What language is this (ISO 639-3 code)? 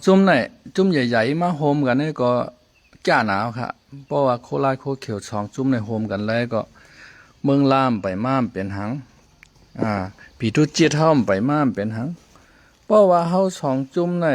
shn